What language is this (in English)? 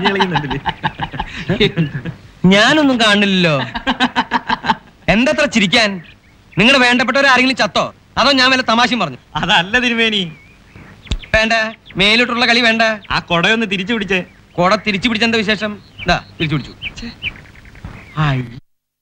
Malayalam